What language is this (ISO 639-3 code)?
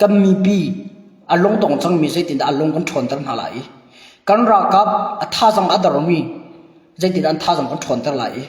cnh